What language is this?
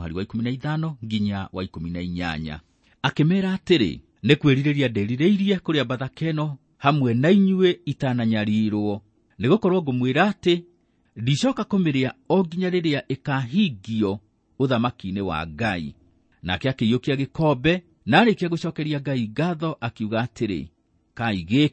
Kikuyu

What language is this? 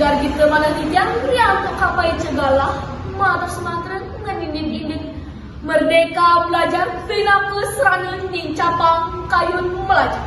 Balinese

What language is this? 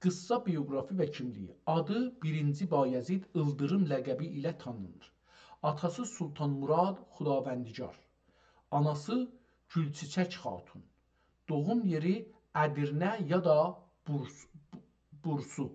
South Azerbaijani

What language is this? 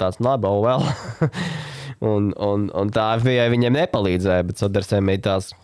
Latvian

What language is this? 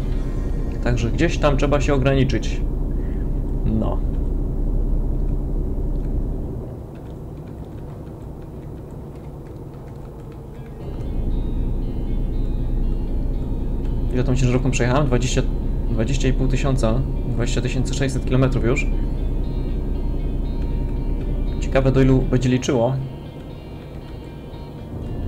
Polish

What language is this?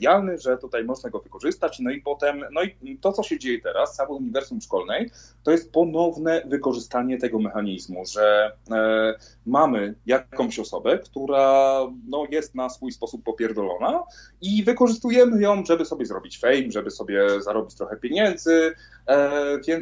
Polish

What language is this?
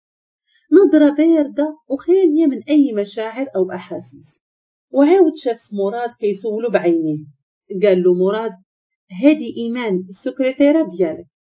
Moroccan Arabic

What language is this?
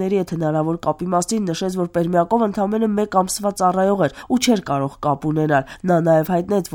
Armenian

